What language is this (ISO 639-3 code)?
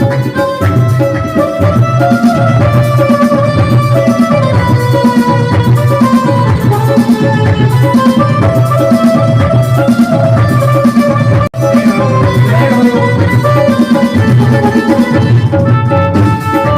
doi